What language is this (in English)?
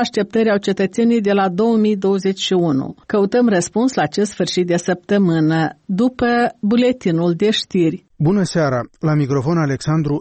Romanian